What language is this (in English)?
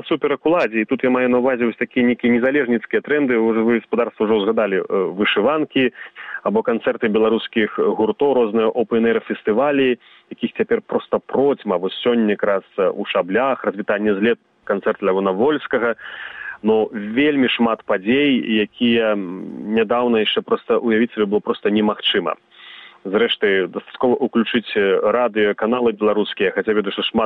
Belarusian